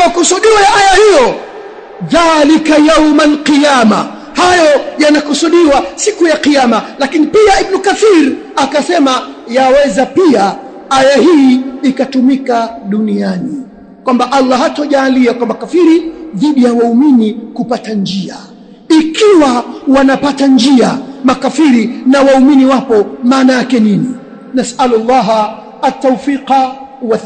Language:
Swahili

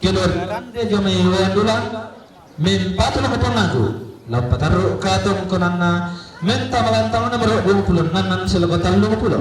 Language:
Toraja-Sa'dan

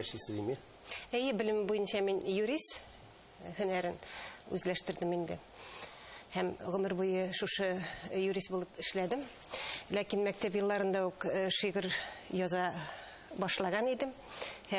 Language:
Tatar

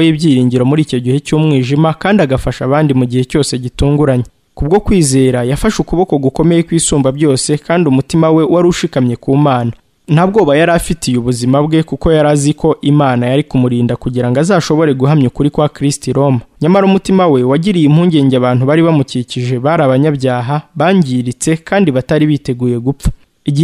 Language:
Kinyarwanda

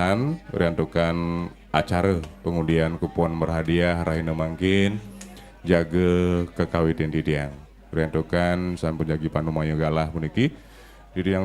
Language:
Balinese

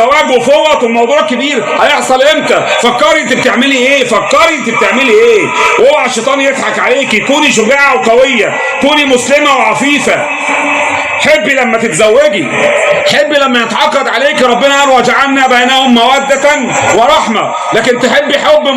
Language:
Egyptian Arabic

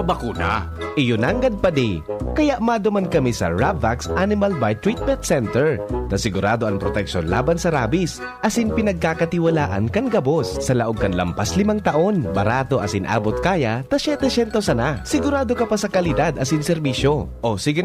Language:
Bikol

